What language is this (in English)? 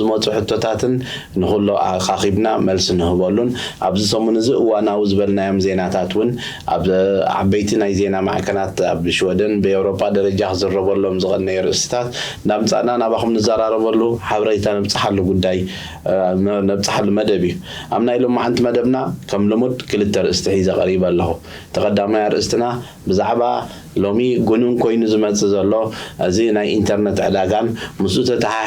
Tigrinya